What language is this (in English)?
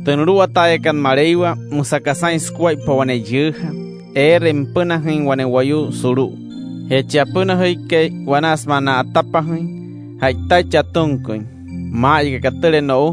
Wayuu